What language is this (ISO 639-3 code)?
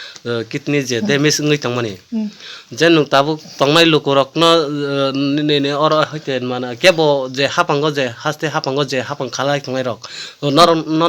trp